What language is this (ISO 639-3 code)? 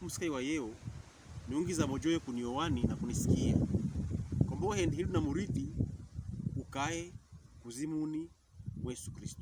pkb